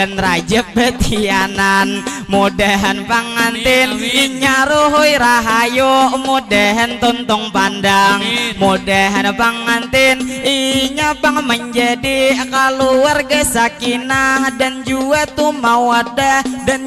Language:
Banjar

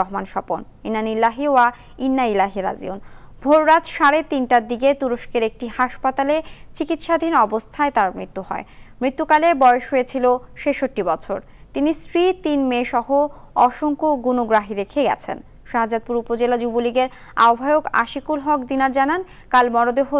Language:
Bangla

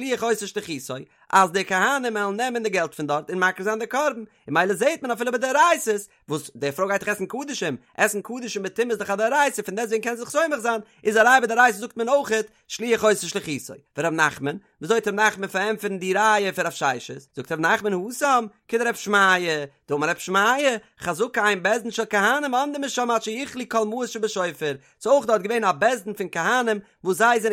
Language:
Yiddish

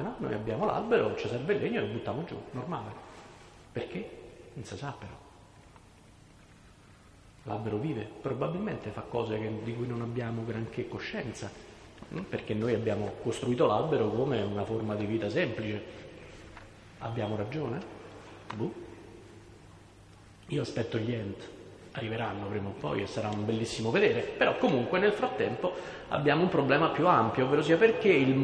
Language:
Italian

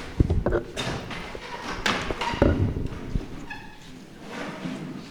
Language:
Basque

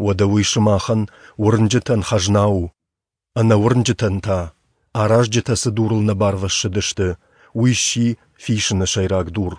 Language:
Ossetic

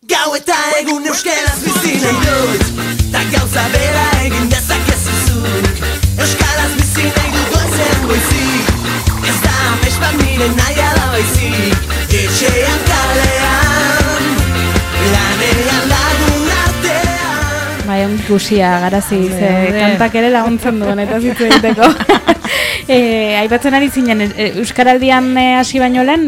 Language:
Basque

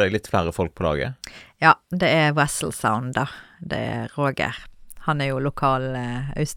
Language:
Norwegian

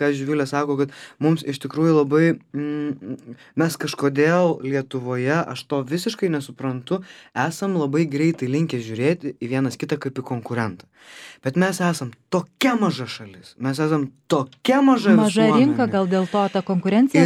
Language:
Lithuanian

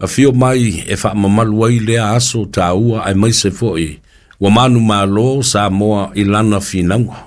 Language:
Samoan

